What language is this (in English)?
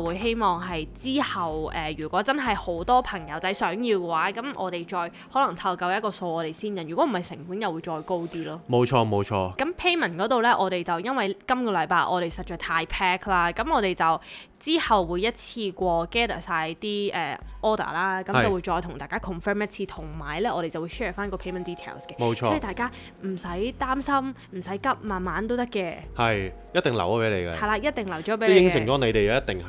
Cantonese